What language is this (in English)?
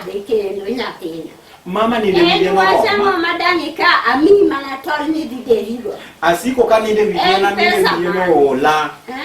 Luo (Kenya and Tanzania)